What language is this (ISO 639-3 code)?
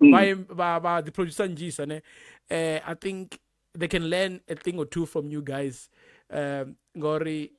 ven